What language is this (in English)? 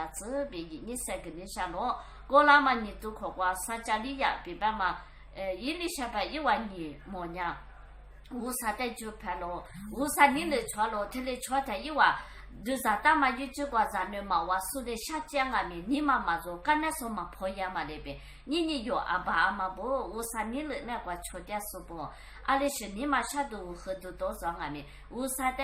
Lisu